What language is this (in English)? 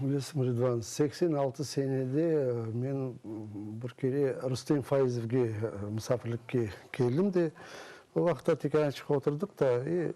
Crimean Tatar